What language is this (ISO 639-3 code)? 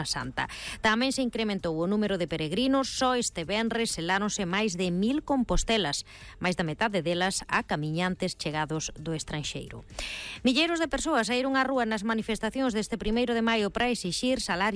glg